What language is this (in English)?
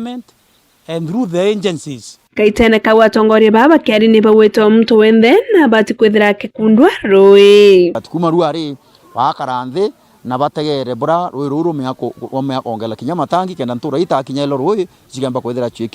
Meru